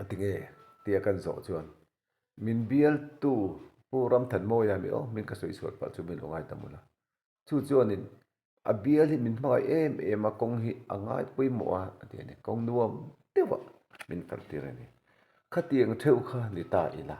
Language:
Mizo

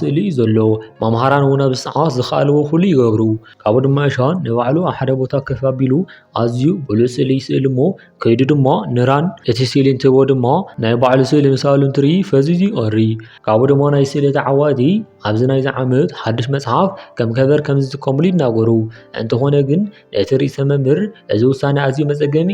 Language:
Tigrinya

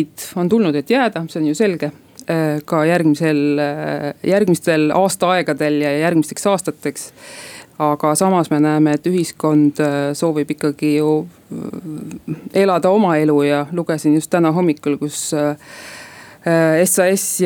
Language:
Estonian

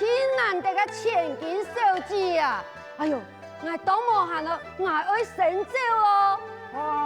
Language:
Hakka Chinese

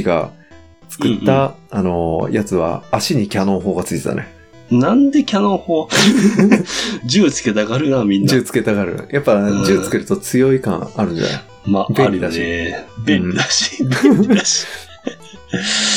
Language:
Japanese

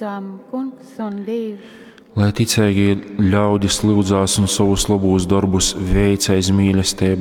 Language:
Latgalian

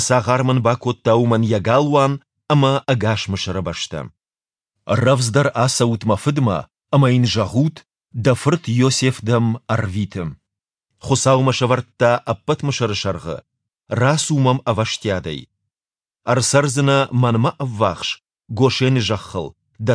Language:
Ossetic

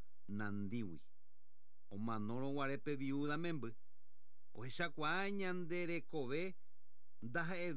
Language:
Guarani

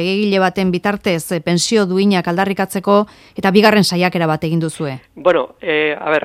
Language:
Basque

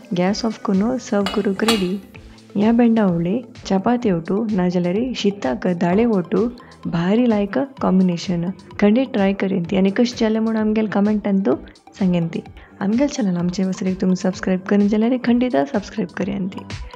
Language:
Konkani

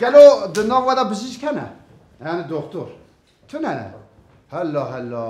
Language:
Kurdish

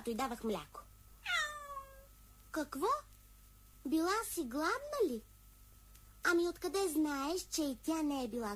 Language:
Bulgarian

